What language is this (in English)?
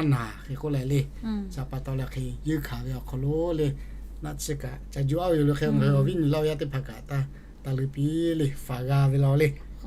Lahu